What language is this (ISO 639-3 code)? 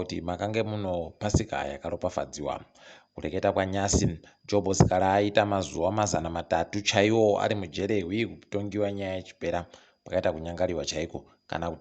ndc